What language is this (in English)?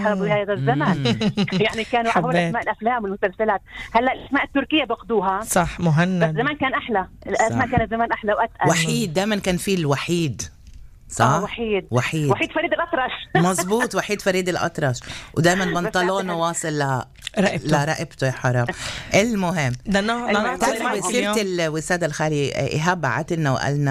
North Levantine Arabic